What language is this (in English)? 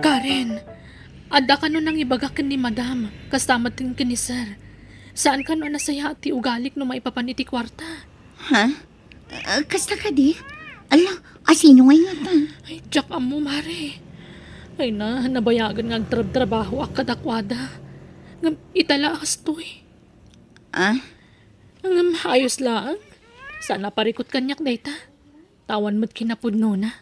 Iloko